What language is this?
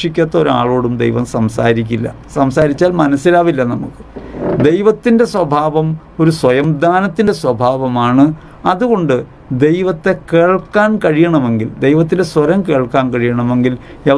Malayalam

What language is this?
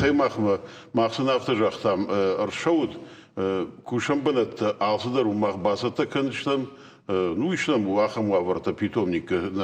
Ossetic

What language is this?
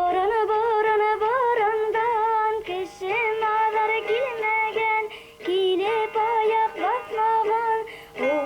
Bashkir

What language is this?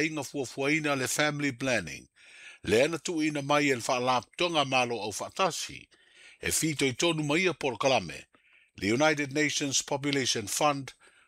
Samoan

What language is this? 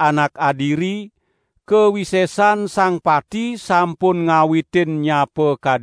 Balinese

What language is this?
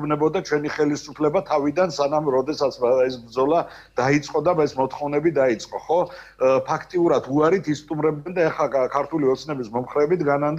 Georgian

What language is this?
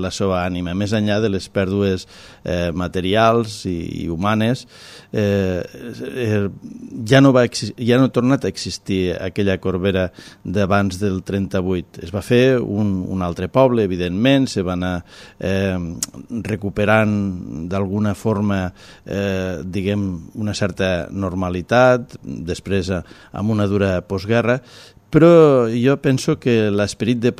Catalan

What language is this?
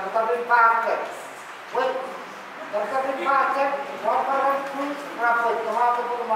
Pohnpeian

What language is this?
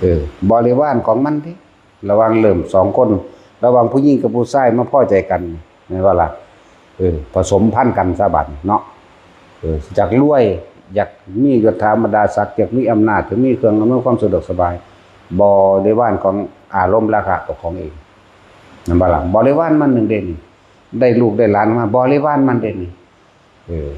Northeastern Thai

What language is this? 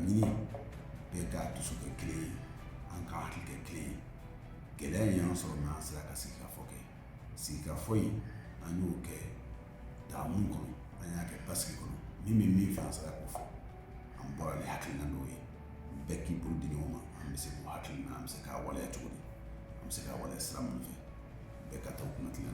Bambara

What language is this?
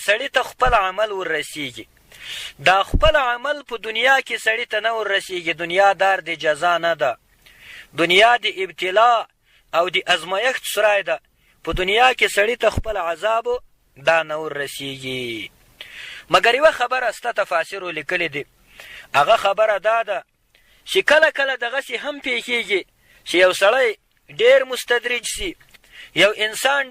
Pashto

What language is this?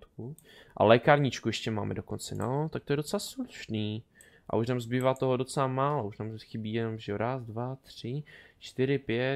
Czech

